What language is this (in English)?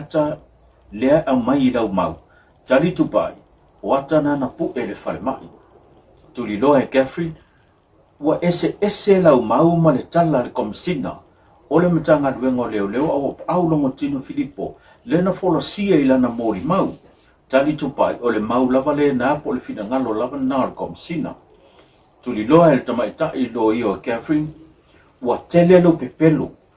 Samoan